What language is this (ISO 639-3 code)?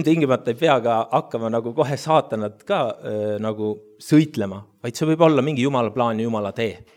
est